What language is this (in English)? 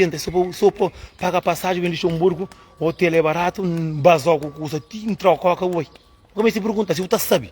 Kabuverdianu